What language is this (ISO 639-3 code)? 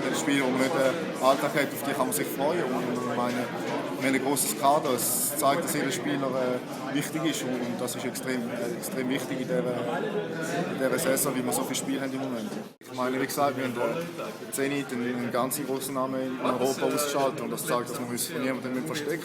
gsw